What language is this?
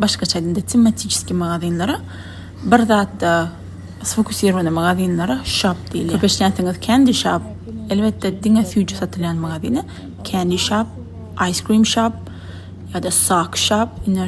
Turkmen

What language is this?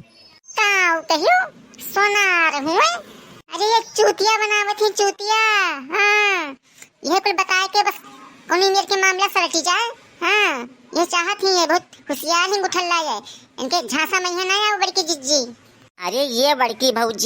Awadhi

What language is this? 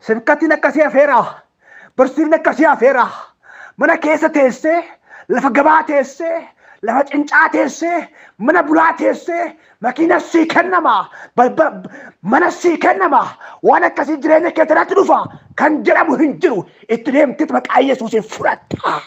Oromo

